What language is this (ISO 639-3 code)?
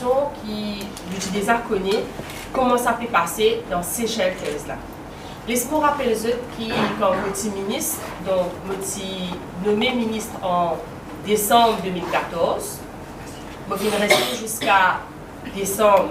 mfe